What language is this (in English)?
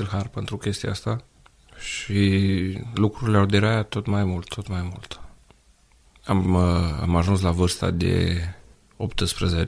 Romanian